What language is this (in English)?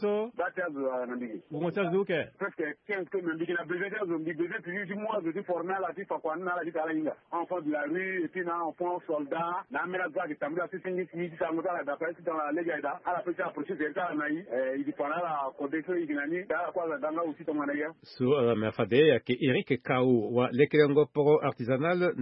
Sango